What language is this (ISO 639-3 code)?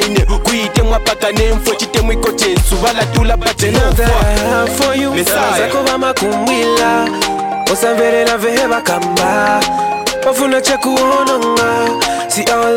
bem